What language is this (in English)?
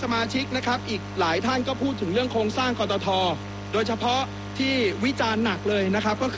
Thai